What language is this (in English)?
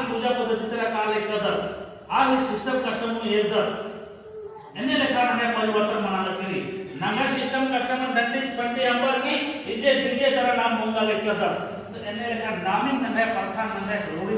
Kurukh